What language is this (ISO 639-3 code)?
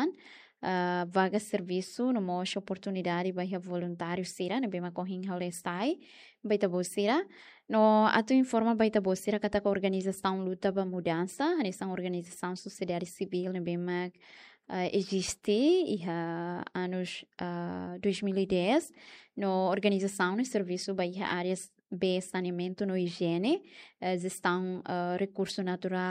tet